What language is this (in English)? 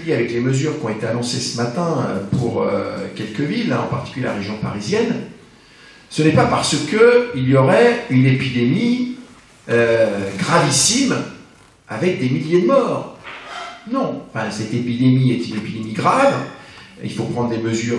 French